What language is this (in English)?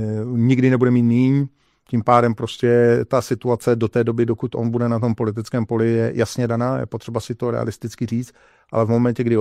Czech